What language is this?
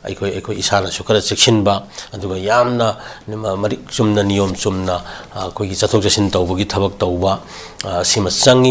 Manipuri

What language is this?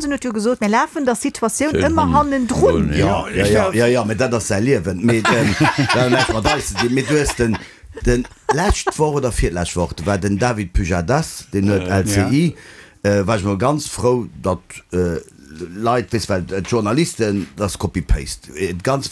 Luxembourgish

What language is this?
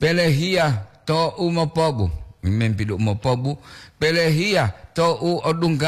Gorontalo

